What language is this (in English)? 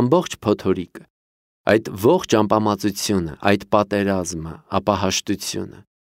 Armenian